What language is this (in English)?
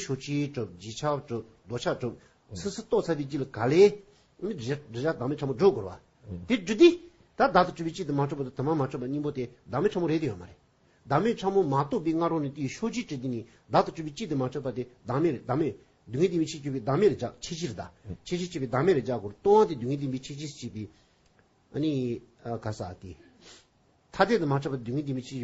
Tibetan